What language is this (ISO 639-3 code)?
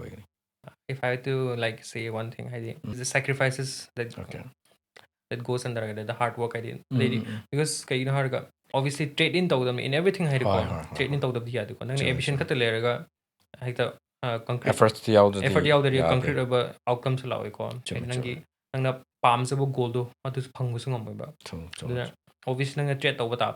mni